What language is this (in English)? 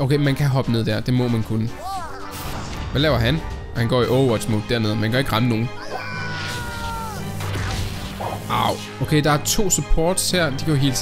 Danish